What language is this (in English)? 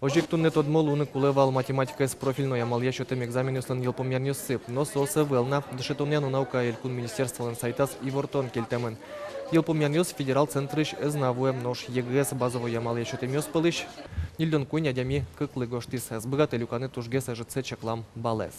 Udmurt